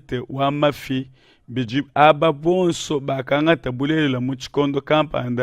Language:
Luba-Lulua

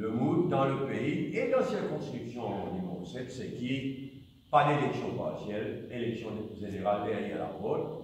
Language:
Morisyen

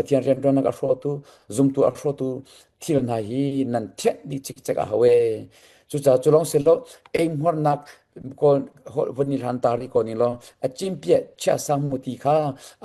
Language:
Hakha Chin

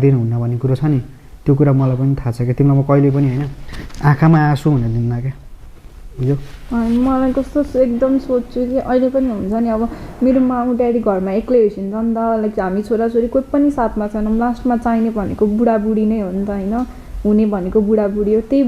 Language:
Nepali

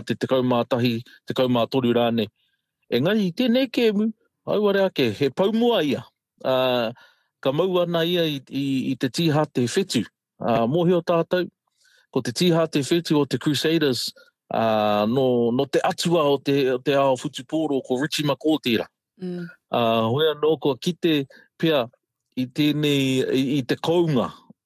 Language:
Māori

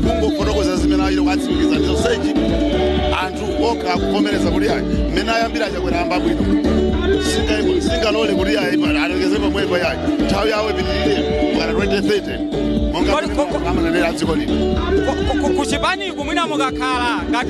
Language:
Nyanja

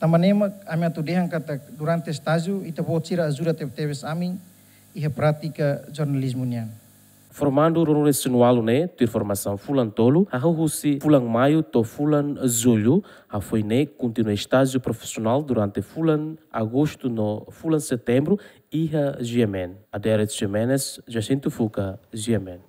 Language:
Tetum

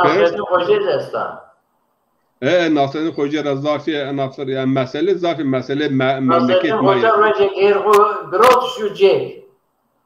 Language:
Zaza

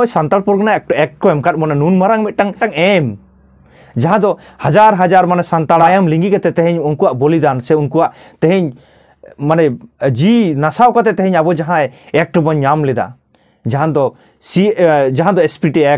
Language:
Santali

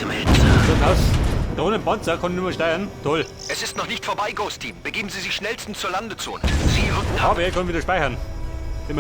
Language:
Bavarian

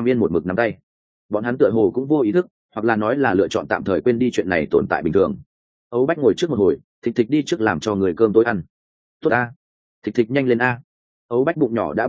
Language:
Vietnamese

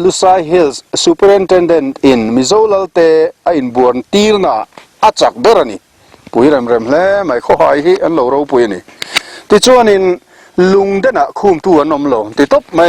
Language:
Mizo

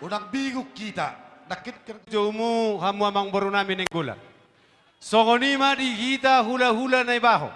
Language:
Batak Toba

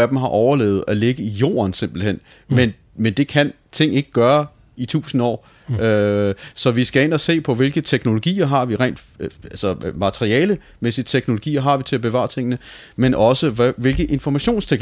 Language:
Danish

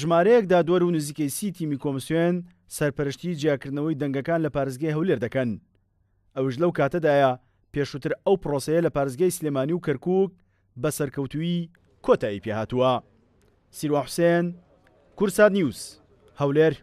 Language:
Central Kurdish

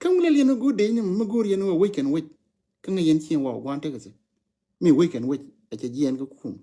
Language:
Nuer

